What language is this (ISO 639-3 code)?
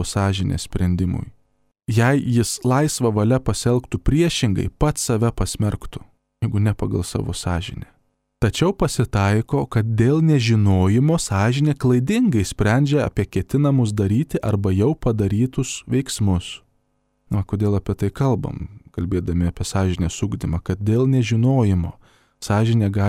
lit